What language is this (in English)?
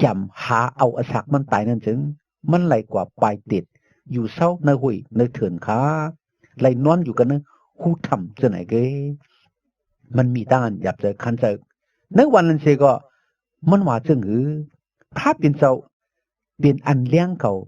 Shan